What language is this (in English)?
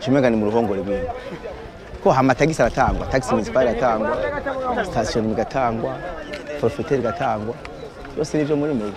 Rundi